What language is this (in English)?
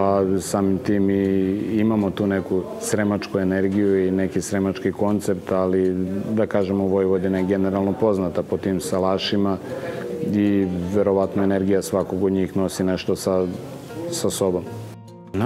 Serbian